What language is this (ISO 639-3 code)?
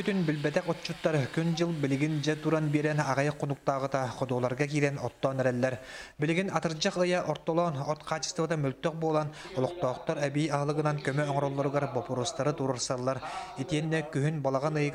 sah